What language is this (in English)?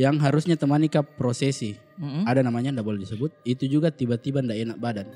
Makassar Malay